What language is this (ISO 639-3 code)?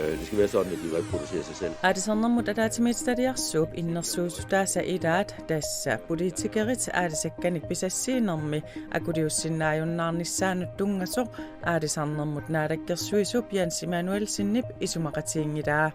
kal